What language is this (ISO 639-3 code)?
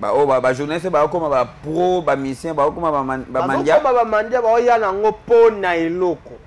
lin